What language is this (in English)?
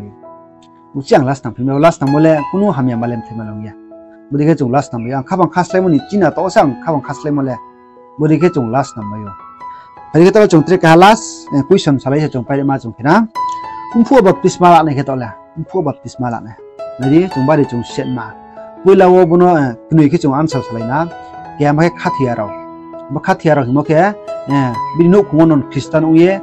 Riang (India)